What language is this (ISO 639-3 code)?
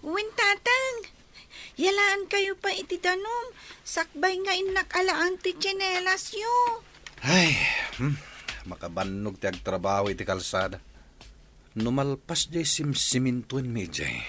ilo